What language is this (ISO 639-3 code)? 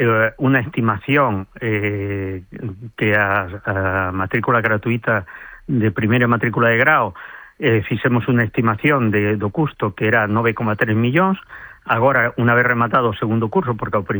glg